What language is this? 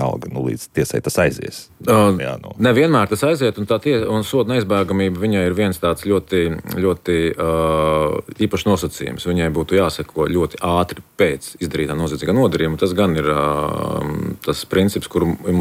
Latvian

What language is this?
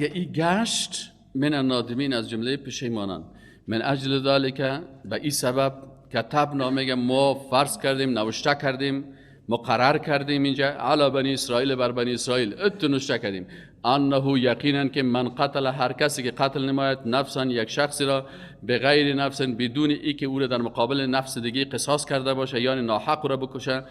Persian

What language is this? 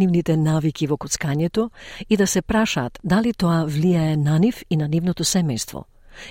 Macedonian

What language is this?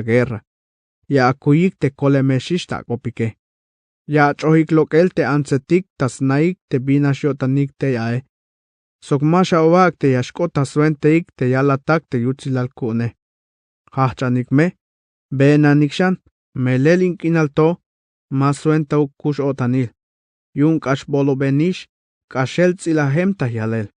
Tzeltal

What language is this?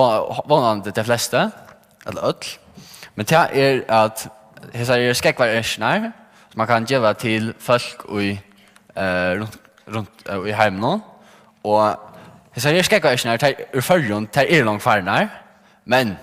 Faroese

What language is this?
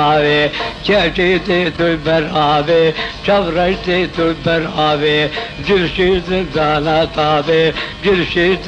Kurdish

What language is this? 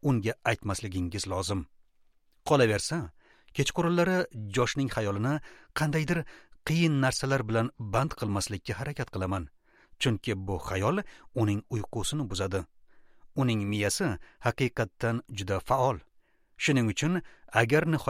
Uzbek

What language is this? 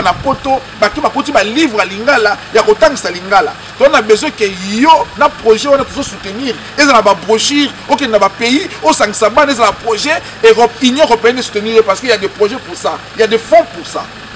Lingala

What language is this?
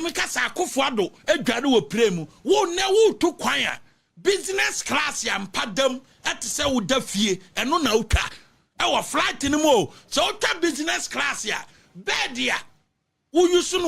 Akan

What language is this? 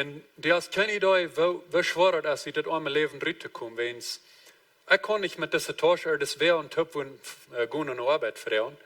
Plautdietsch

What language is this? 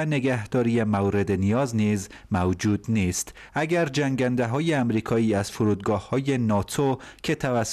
Persian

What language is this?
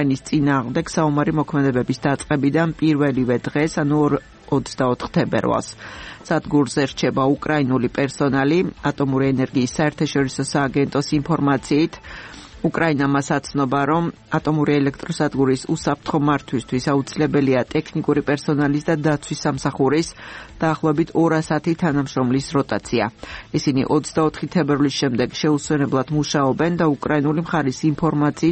Georgian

